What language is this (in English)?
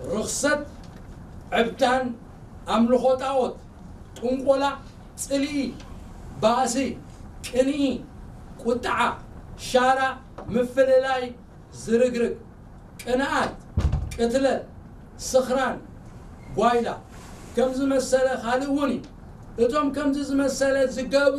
Tigrinya